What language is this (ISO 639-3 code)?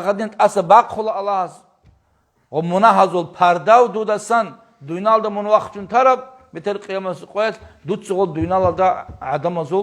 ava